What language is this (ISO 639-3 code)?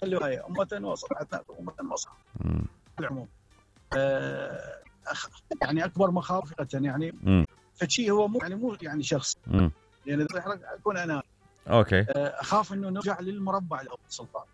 acm